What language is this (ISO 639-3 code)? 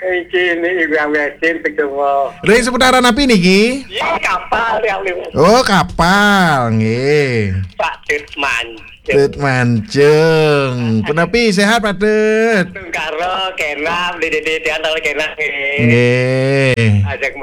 ban